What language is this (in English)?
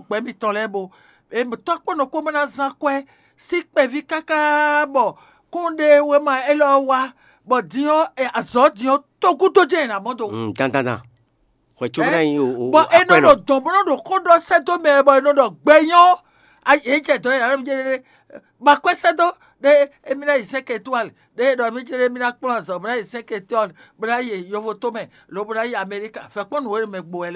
Fon